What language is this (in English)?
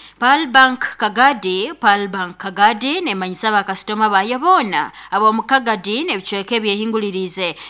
Nyoro